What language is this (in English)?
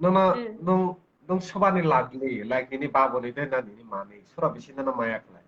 Kok Borok